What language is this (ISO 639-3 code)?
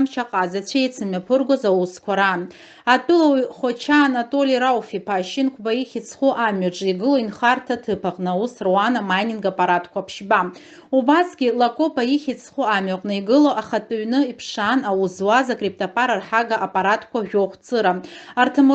abk